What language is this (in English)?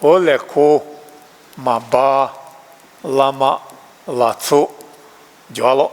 Lisu